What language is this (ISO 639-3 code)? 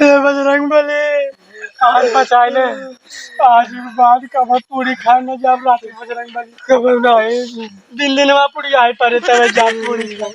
awa